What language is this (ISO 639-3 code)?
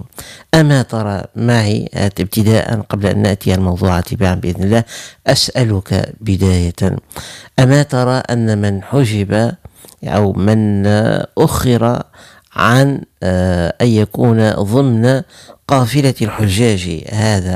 ara